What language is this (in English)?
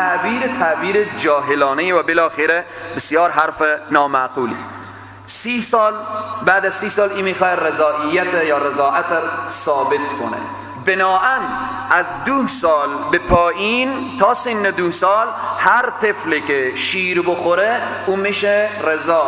Persian